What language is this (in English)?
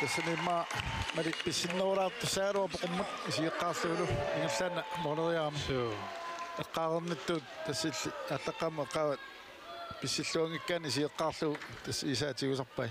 Kalaallisut